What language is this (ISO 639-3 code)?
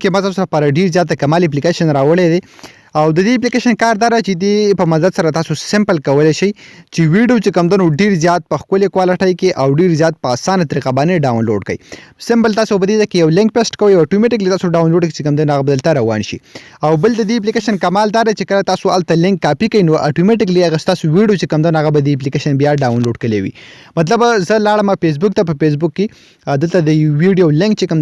pus